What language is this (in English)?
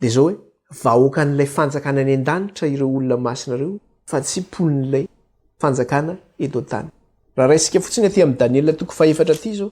Malagasy